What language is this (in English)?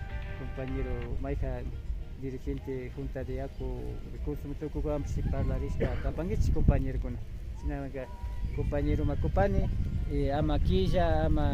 Imbabura Highland Quichua